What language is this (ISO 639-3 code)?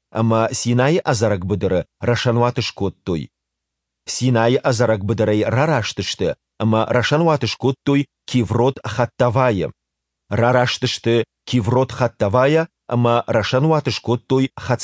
oss